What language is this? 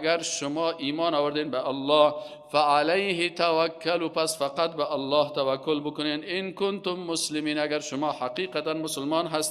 Persian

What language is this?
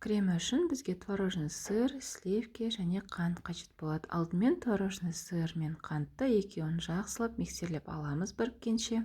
Kazakh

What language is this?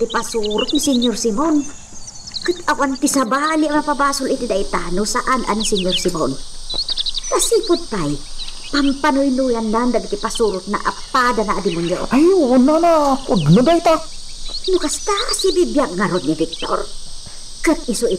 Iloko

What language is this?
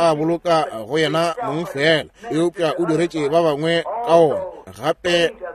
Northern Sotho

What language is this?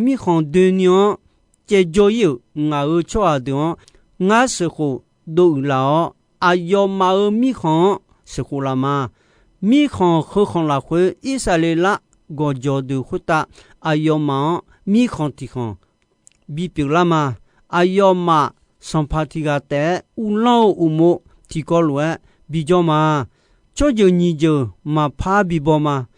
Akha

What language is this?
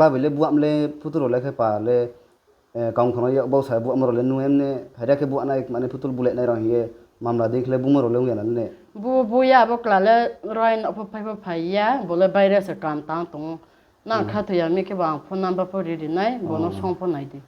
Riang (India)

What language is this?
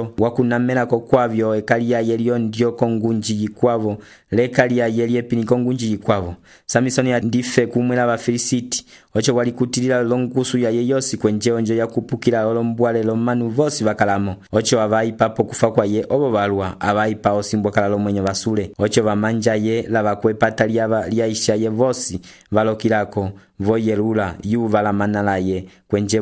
Umbundu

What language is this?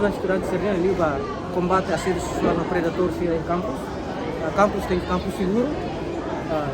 Tetum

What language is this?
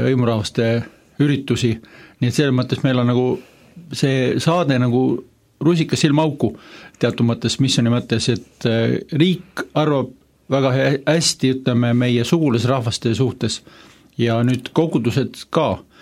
Estonian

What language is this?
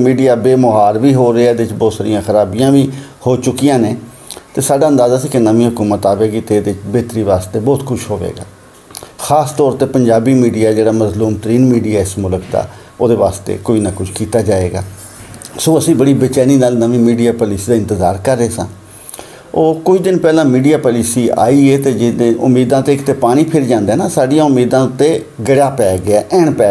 Western Panjabi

